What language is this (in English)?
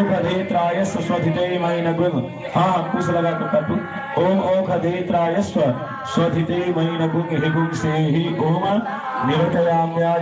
Maithili